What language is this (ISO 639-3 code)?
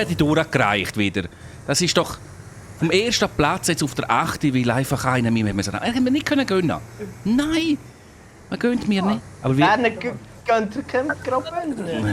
gsw